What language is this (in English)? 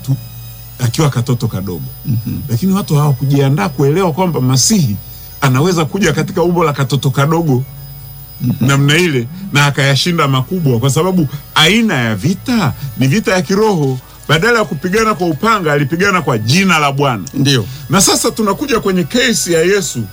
Swahili